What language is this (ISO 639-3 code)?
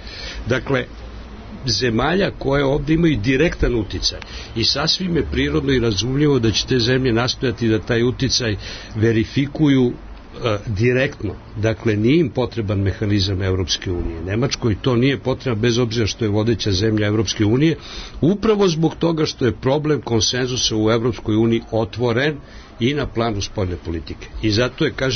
srp